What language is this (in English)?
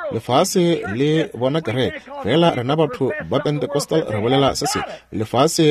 Northern Sotho